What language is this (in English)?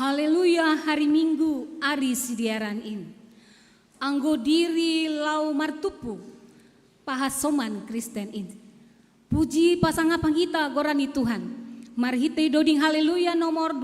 Batak Simalungun